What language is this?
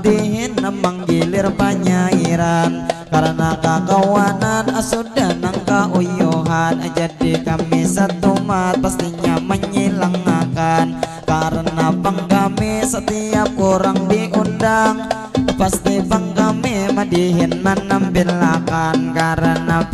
Banjar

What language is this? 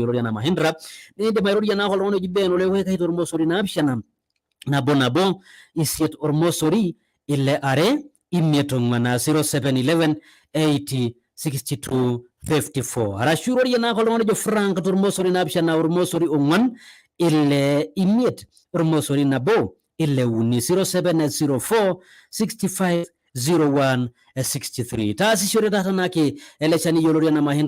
Masai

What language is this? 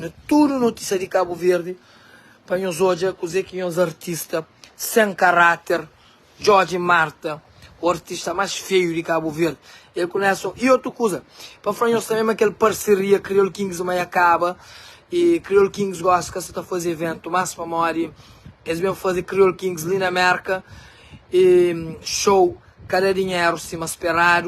Kabuverdianu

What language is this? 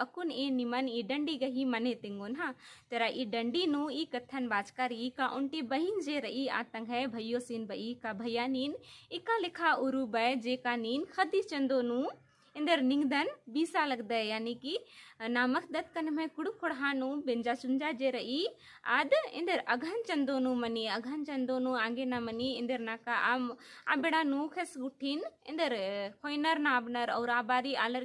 Kurukh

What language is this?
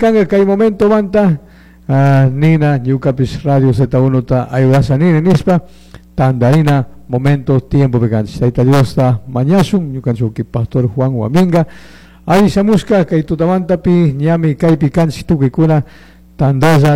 Chimborazo Highland Quichua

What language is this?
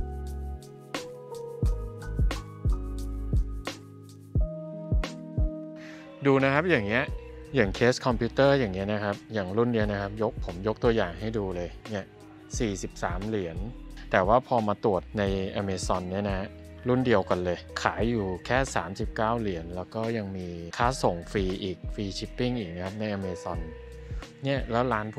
Thai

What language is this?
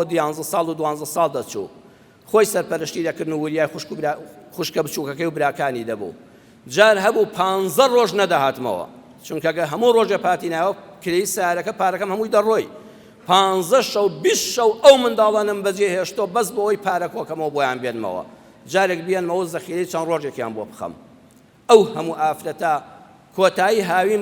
Central Kurdish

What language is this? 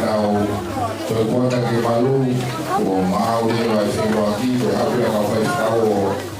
Tongan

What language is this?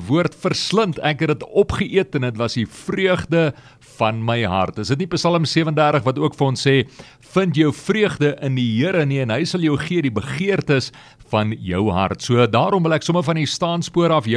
Afrikaans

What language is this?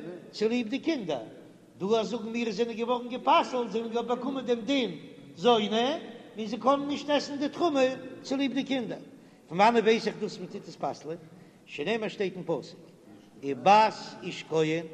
Yiddish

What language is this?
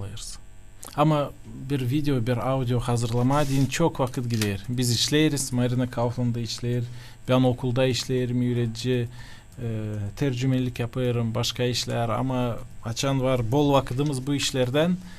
Gagauz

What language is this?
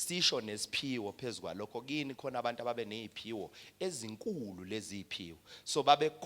Zulu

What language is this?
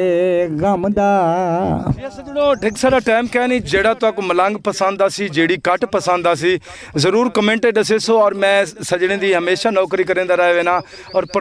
Saraiki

